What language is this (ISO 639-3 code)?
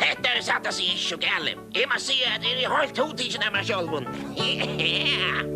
fao